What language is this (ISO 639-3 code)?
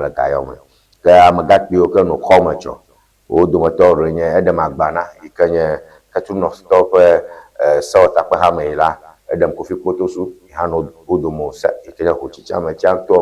ewe